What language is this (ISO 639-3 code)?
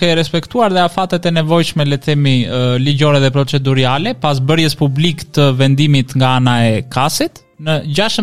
sqi